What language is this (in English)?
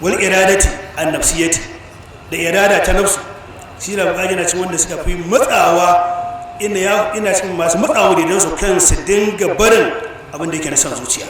Hausa